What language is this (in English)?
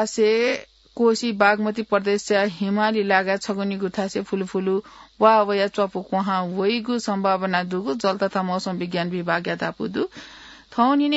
Newari